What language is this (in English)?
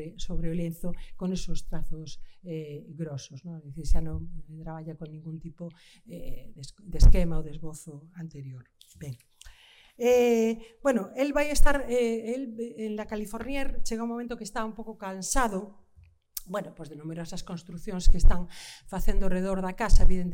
Galician